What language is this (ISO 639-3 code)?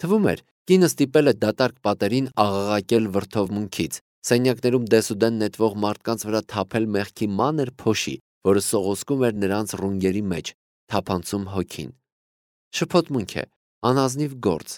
hye